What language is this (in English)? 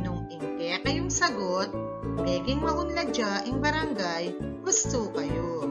Pampanga